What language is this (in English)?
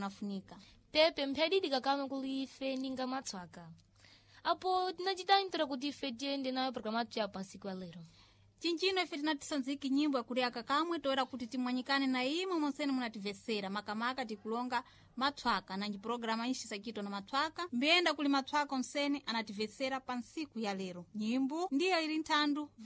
Sena